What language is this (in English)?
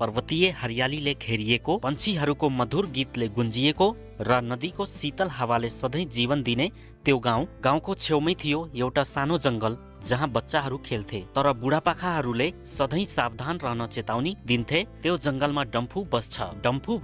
Nepali